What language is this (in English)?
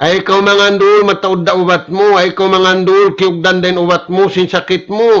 Tausug